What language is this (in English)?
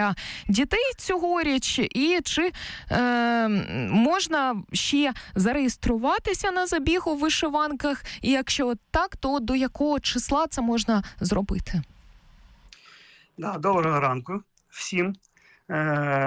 Ukrainian